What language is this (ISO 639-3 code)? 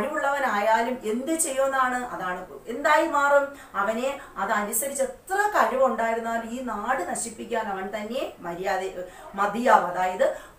mal